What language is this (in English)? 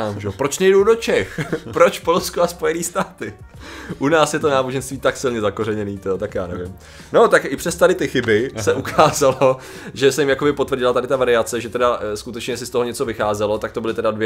Czech